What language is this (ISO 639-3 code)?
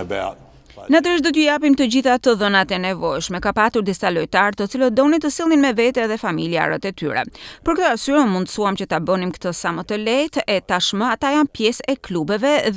sqi